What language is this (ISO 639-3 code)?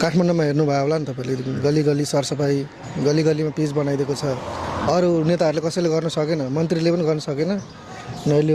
nep